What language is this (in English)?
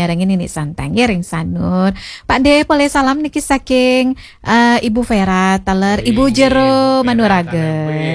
Balinese